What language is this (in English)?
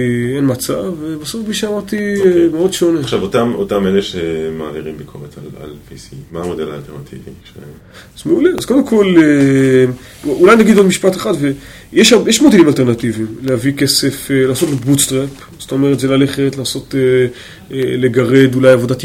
Hebrew